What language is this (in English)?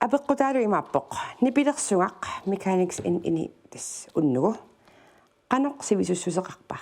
Kalaallisut